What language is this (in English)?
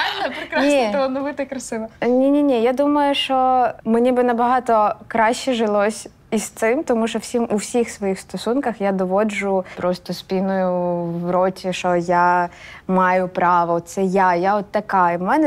Ukrainian